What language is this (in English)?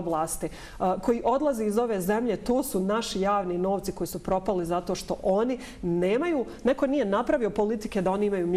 Bosnian